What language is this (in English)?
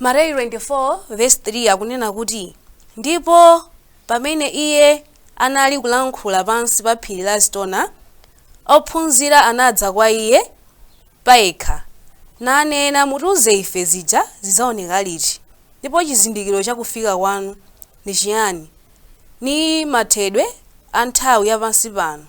Nyanja